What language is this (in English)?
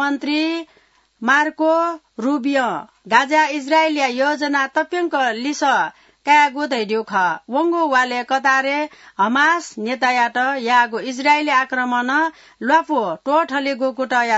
Newari